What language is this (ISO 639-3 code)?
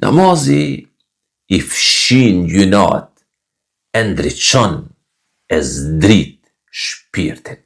sqi